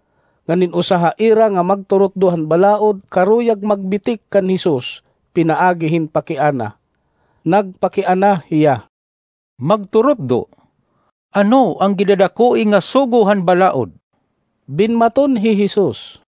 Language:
Waray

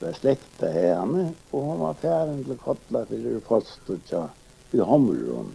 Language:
Faroese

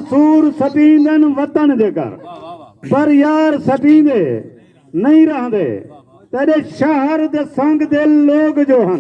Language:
Saraiki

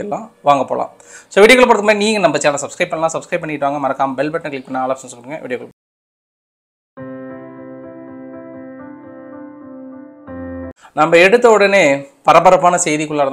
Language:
Tamil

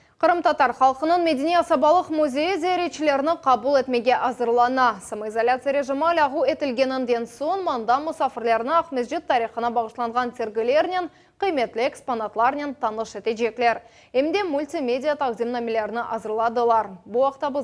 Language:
Crimean Tatar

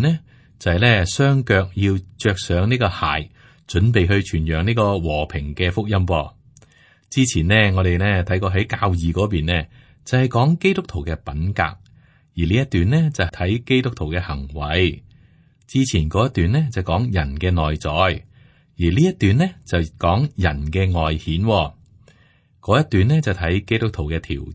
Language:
Cantonese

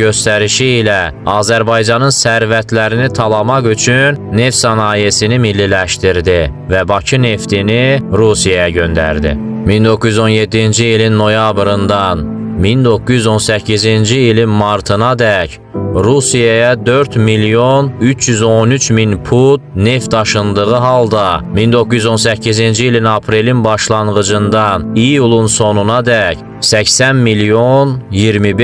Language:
Azerbaijani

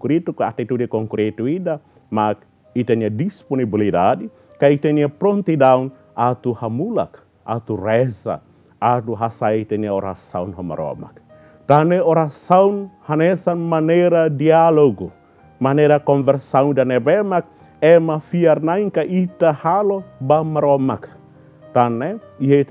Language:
Tetum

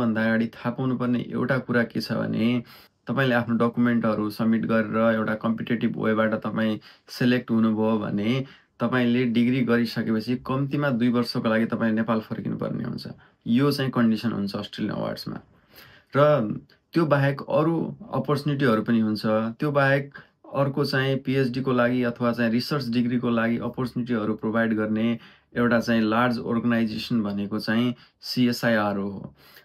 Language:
Nepali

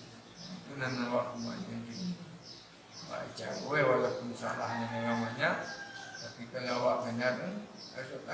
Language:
Minangkabau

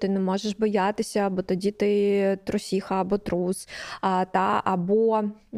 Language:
Ukrainian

